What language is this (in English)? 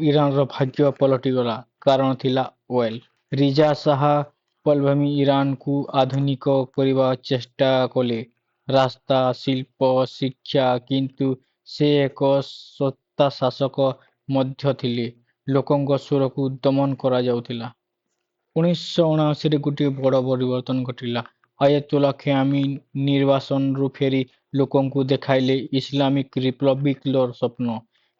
Odia